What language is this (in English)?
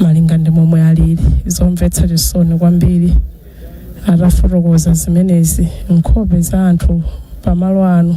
Nyanja